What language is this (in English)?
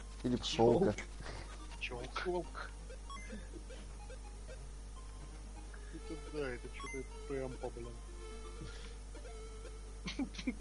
Russian